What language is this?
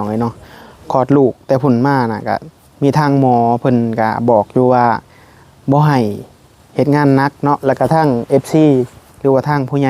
Northeastern Thai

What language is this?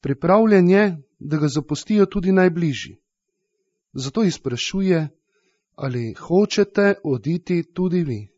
Slovenian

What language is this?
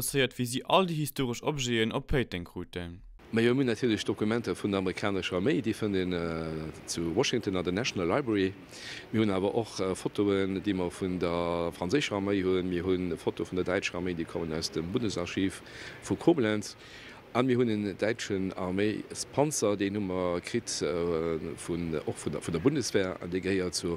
Luxembourgish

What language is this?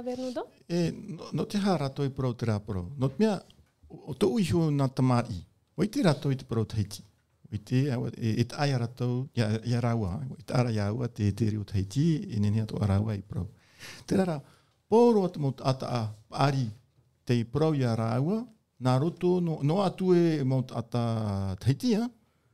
Tahitian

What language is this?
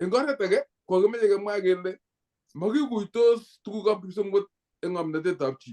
Kalenjin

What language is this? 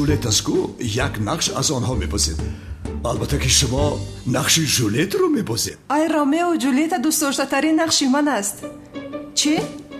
Tajik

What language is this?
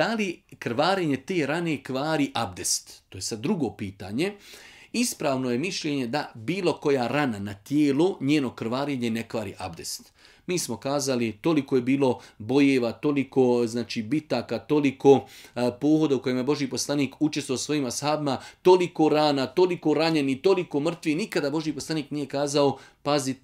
Bosnian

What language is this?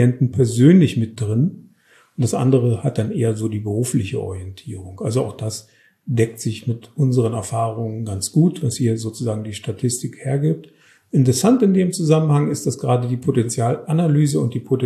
German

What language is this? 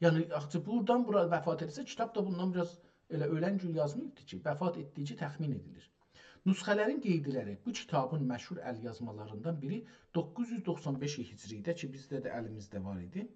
South Azerbaijani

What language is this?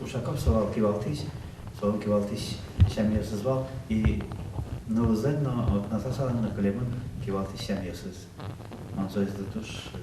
Udmurt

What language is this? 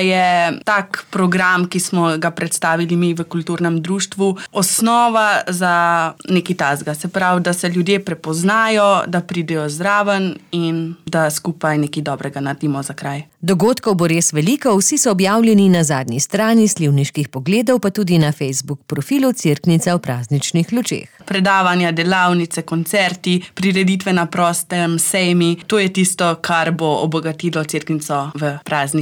Slovenian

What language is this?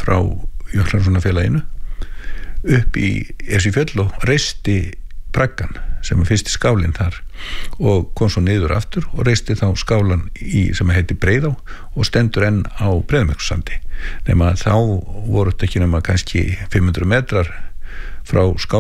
Icelandic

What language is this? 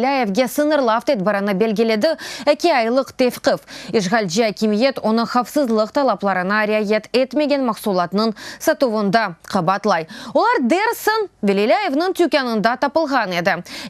Crimean Tatar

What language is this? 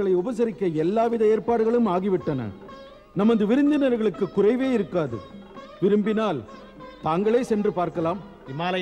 Tamil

